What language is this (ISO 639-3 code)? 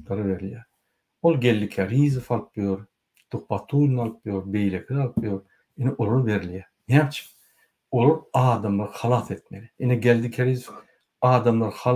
tuk